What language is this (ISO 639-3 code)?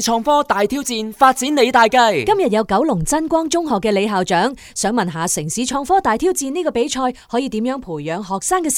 yue